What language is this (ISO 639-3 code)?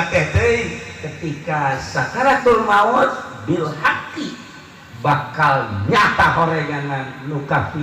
sun